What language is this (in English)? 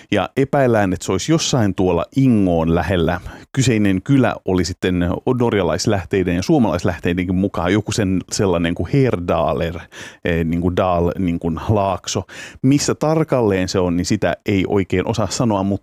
Finnish